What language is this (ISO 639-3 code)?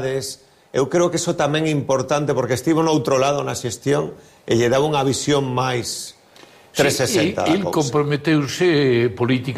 glg